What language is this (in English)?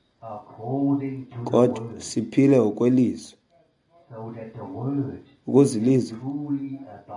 Xhosa